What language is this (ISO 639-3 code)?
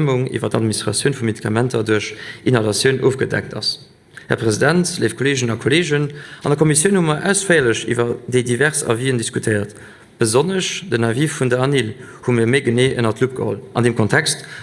ltz